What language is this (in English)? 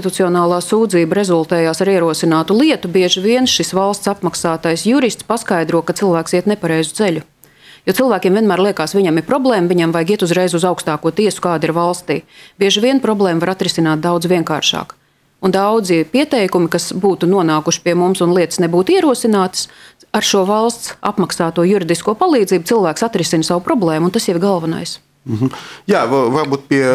Latvian